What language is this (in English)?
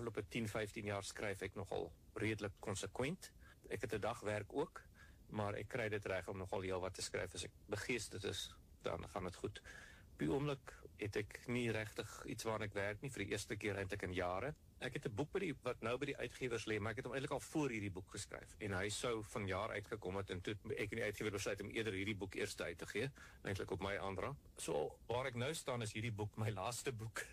Afrikaans